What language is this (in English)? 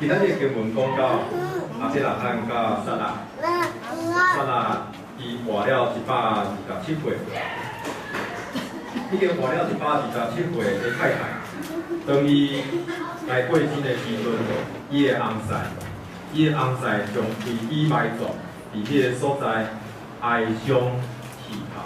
Min Nan Chinese